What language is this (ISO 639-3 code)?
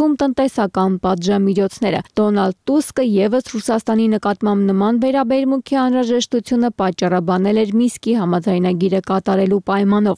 hye